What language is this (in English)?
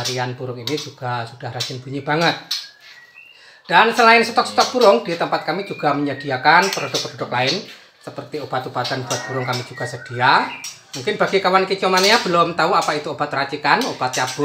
Indonesian